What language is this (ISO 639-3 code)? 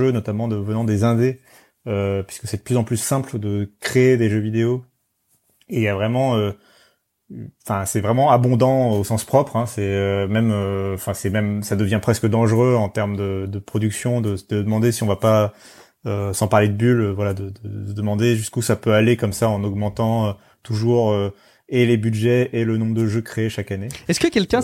fra